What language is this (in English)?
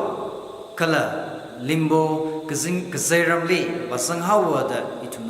Tangkhul Naga (India)